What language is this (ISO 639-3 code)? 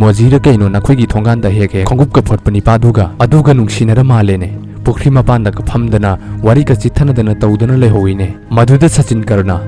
mni